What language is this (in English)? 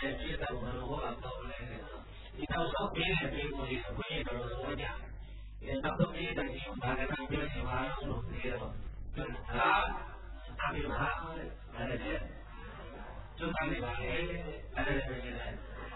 Burmese